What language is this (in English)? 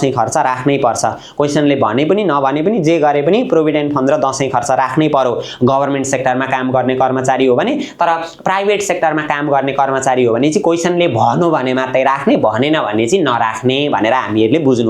Nepali